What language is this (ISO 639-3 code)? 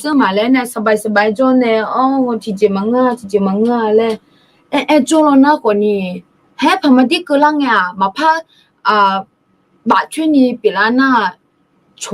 ahk